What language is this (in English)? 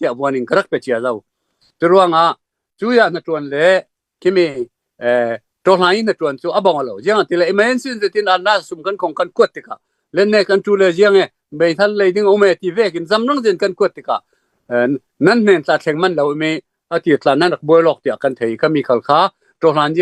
Falam Chin